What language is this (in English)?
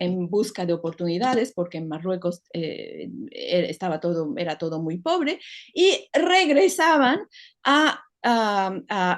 Ladino